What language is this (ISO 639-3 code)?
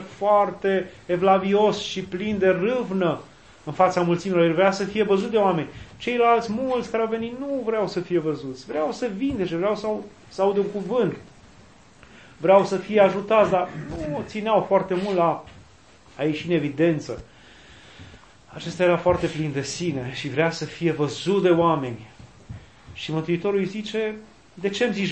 ron